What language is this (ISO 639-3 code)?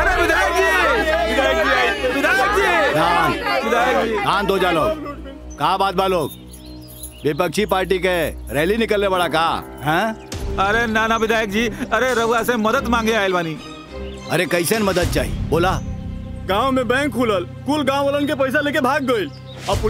bho